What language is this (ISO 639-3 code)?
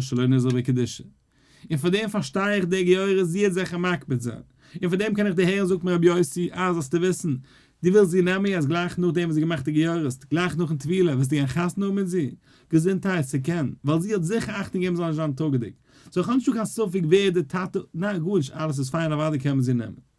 yid